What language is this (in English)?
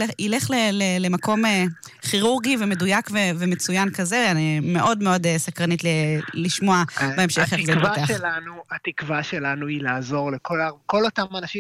Hebrew